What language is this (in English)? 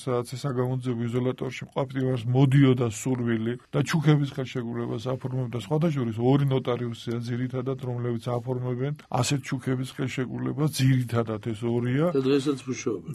Georgian